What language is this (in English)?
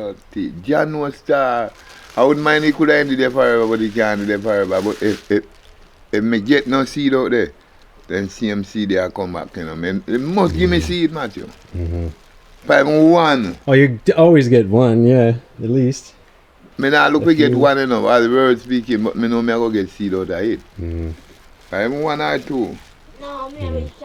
Jamaican Creole English